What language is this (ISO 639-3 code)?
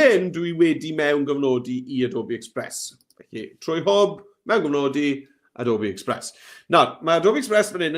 cym